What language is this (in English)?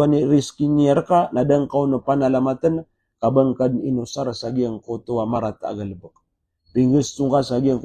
Maranao